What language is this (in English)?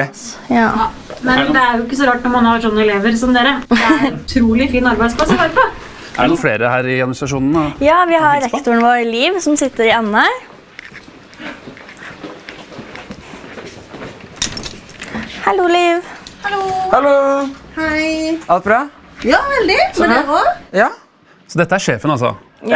Norwegian